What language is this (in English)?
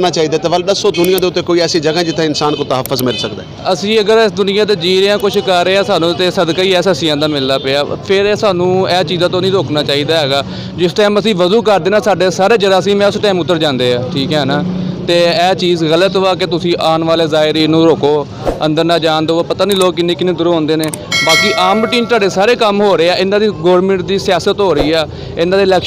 Saraiki